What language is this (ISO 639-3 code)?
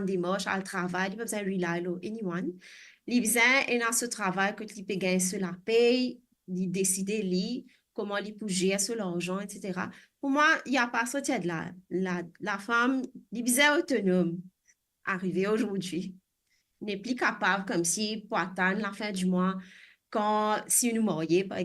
mfe